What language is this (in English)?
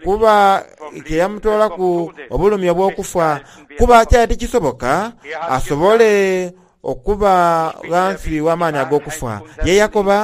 Soga